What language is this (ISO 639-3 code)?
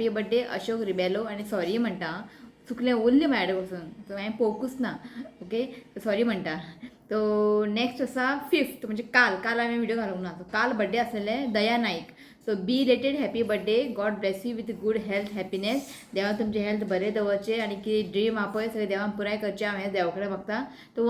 kok